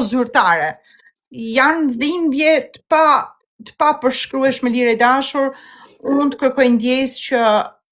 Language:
Albanian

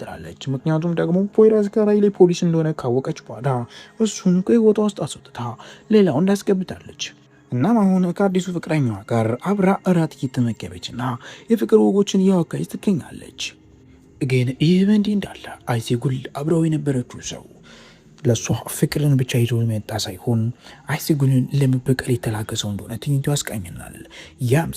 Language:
Amharic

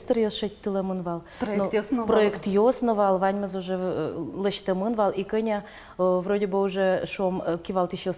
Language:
Udmurt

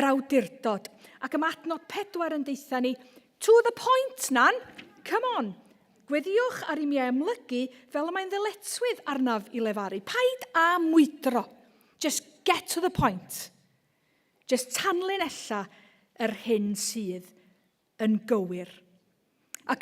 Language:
Welsh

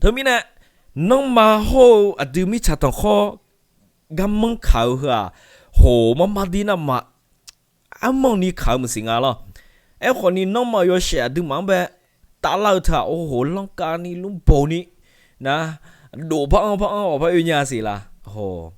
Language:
Akha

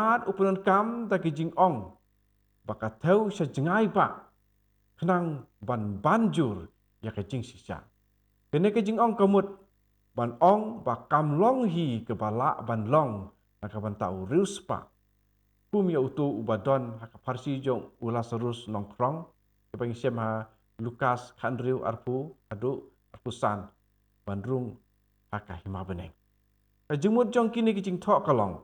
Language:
Khasi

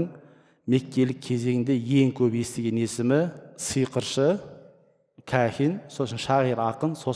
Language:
Kazakh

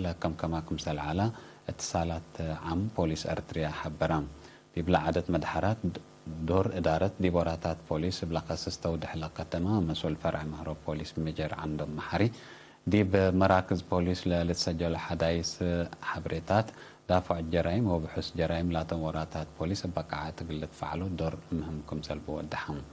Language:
Tigre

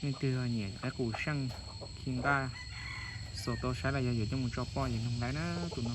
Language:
Hmong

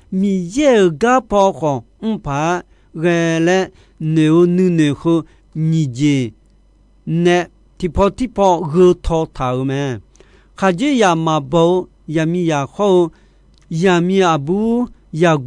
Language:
Akha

